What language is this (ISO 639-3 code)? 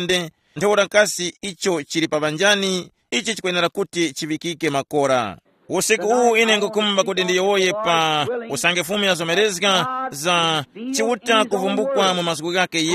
tum